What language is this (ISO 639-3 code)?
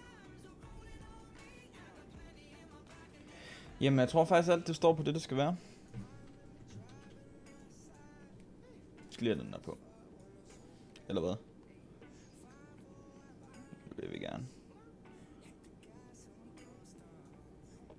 dan